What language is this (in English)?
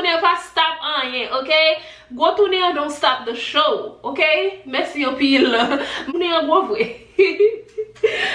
Haitian Creole